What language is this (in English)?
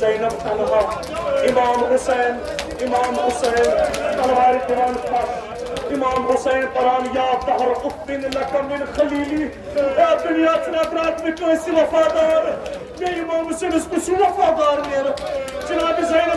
Kashmiri